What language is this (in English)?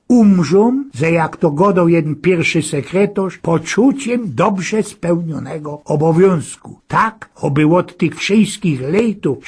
Silesian